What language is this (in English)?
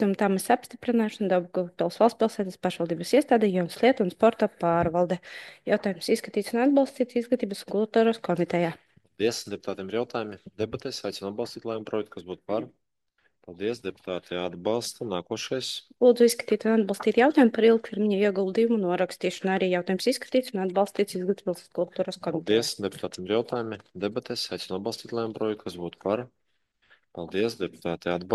Latvian